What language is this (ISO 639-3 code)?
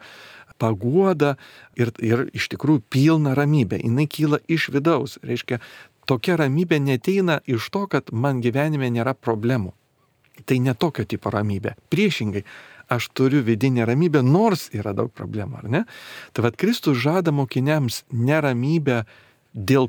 lit